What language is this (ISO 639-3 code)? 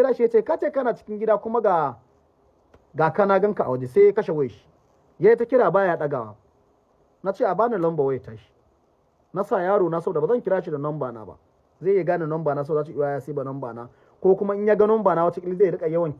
hau